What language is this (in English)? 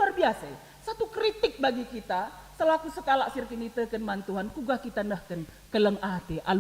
Batak Karo